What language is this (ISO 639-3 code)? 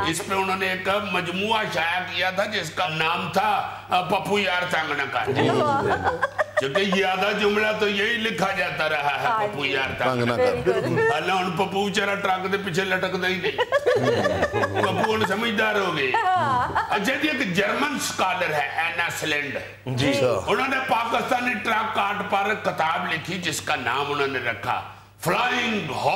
urd